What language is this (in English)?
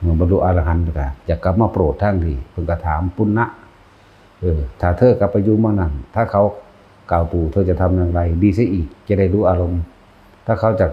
Northeastern Thai